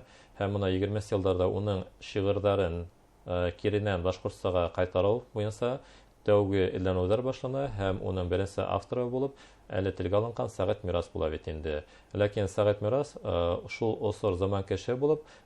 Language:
Bashkir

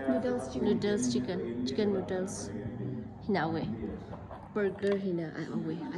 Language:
Tangkhul Naga (India)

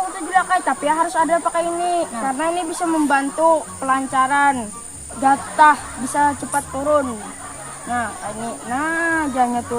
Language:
Banjar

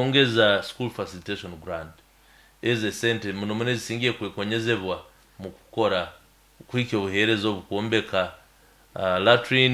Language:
Nyoro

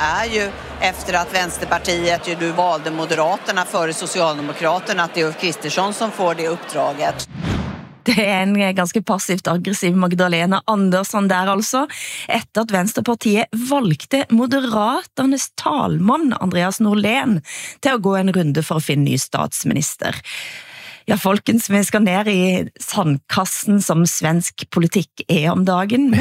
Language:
Norwegian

